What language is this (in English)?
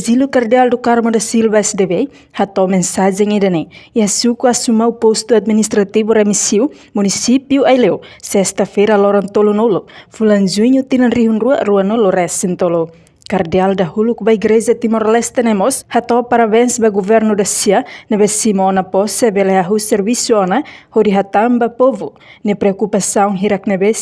Tetum